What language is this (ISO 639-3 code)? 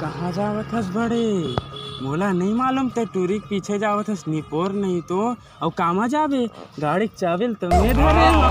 hne